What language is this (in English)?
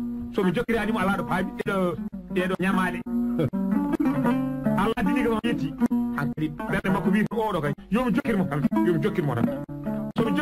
Fula